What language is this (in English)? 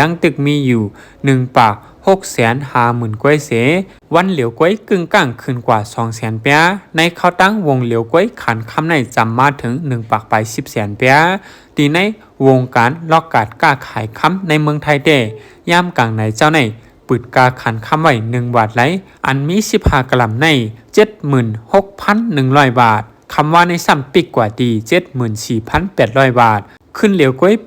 Shan